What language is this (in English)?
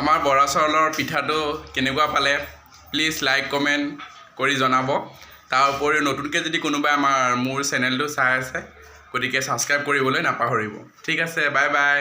Assamese